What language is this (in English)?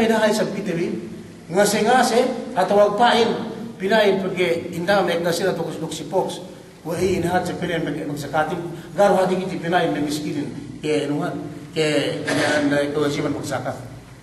Yakan